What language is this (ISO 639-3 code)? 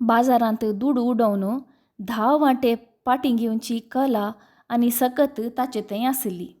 kok